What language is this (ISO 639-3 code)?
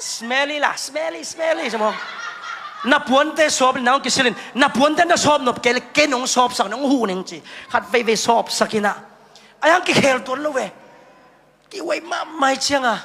ctd